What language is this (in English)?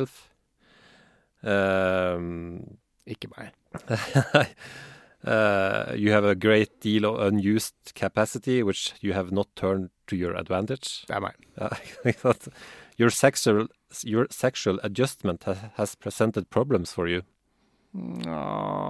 Norwegian